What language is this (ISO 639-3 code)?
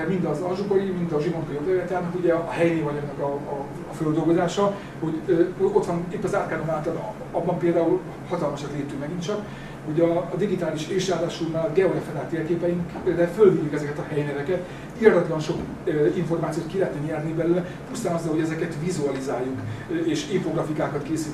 hun